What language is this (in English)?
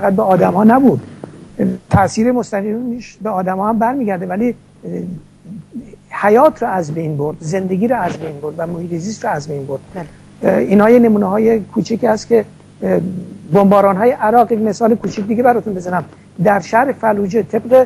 Persian